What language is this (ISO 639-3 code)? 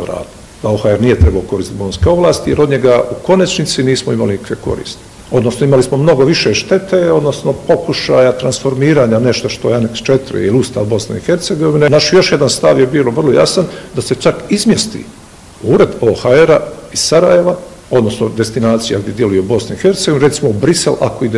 bos